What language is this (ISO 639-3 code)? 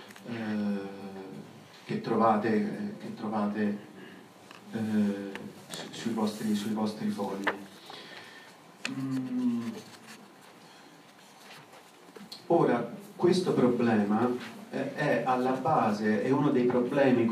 ita